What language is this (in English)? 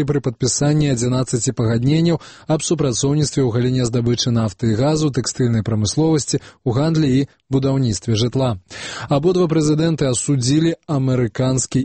Belarusian